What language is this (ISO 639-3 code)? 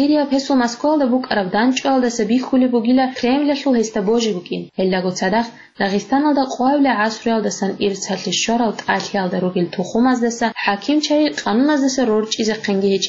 ava